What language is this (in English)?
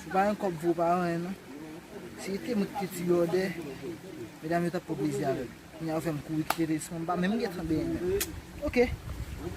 Haitian Creole